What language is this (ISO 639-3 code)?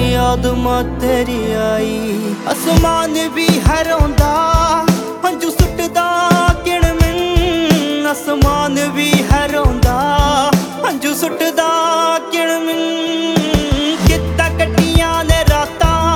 pan